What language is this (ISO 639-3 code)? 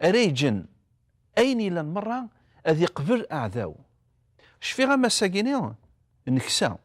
kab